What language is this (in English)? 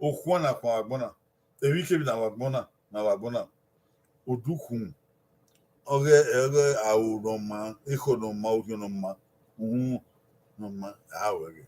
Bini